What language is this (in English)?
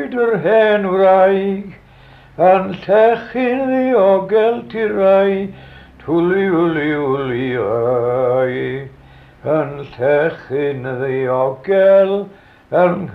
Welsh